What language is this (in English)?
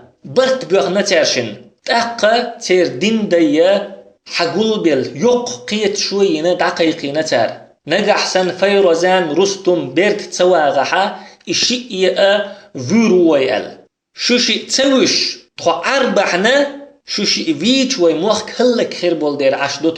Chechen